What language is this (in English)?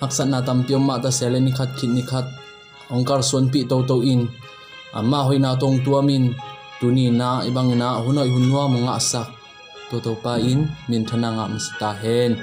Tedim Chin